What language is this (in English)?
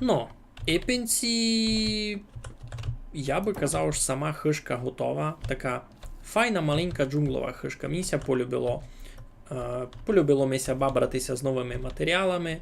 Rusyn